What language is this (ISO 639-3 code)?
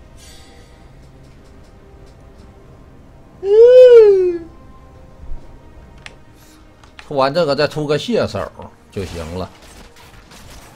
zho